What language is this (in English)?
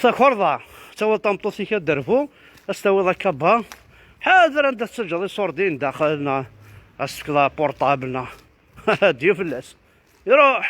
Kabyle